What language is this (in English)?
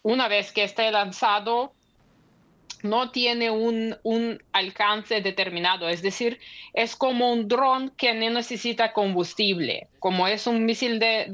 Spanish